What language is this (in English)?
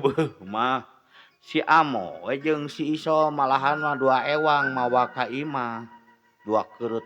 Sundanese